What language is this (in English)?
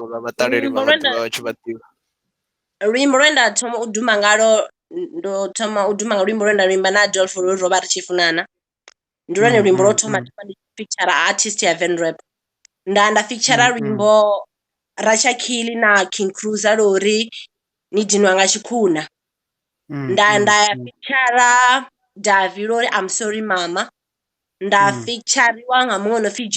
Venda